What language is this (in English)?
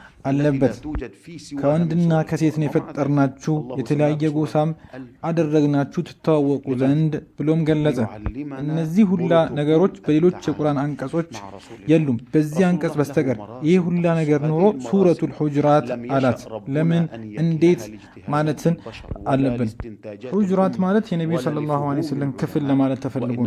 Amharic